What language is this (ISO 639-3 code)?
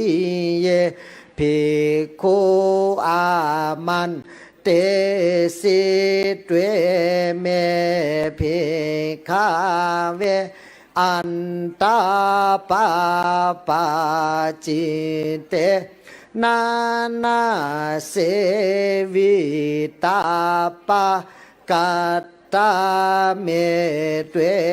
pli